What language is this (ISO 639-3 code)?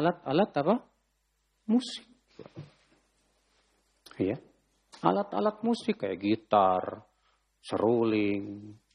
ind